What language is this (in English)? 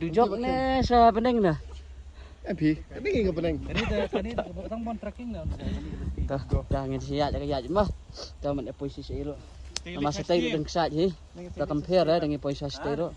Khasi